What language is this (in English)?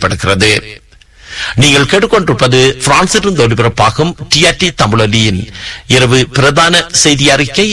Tamil